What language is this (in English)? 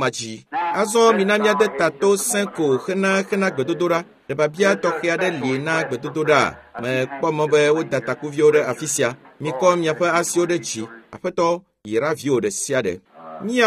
Ewe